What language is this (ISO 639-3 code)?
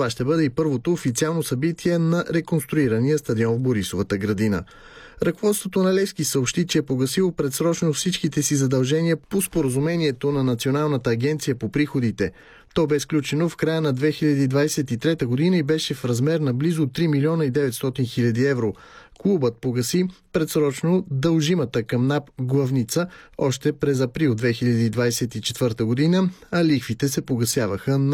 bul